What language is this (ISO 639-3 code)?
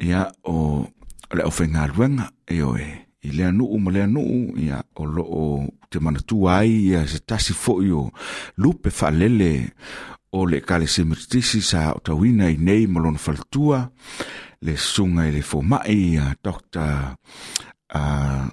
smo